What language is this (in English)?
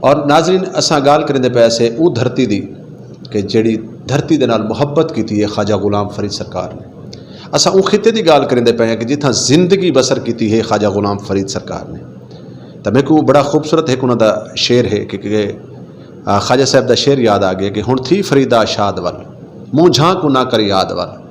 Saraiki